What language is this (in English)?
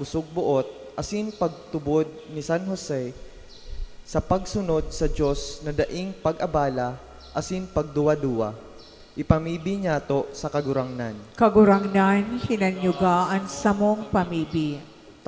Bikol